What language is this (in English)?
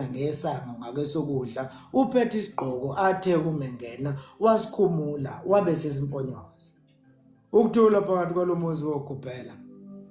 Zulu